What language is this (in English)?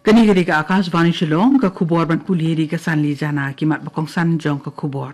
Khasi